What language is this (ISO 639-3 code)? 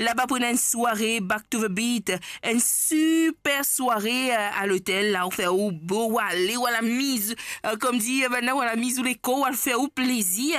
mfe